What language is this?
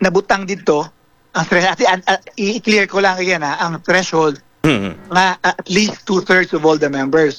Hiligaynon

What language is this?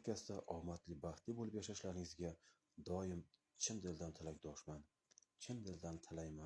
Uzbek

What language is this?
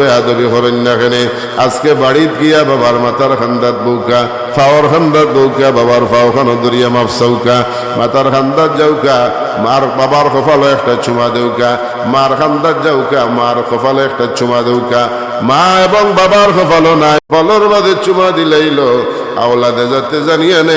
Sylheti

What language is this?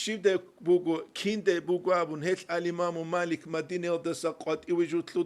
Avaric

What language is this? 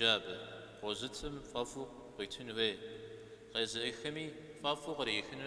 Kabardian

